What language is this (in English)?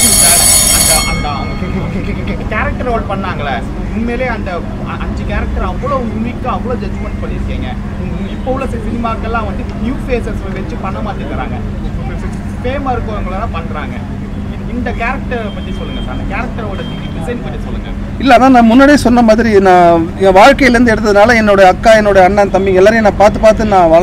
Tamil